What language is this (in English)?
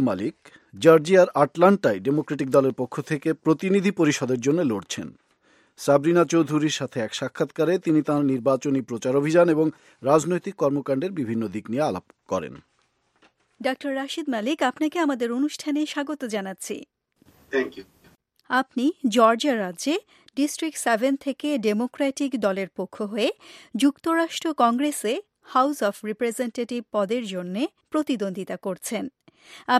Bangla